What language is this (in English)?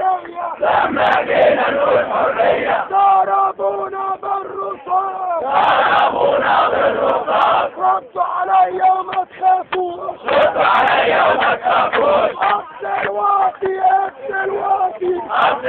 Egyptian Arabic